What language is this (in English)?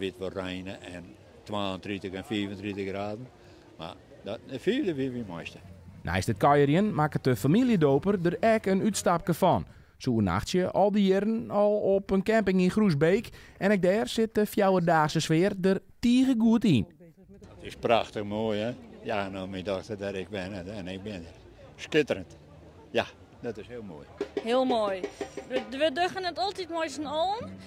Western Frisian